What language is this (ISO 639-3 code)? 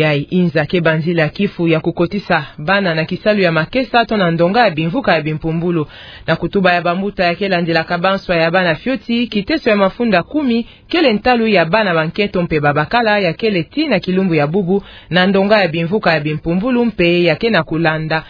ktu